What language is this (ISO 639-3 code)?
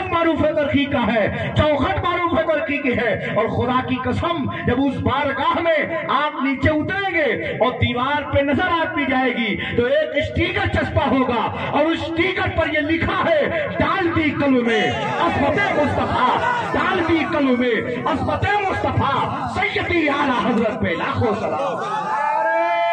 urd